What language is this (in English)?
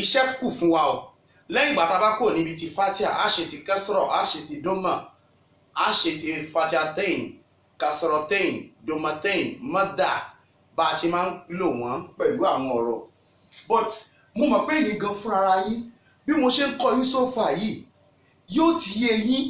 Yoruba